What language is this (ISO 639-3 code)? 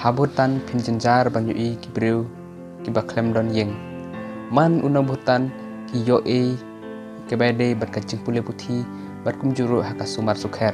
kha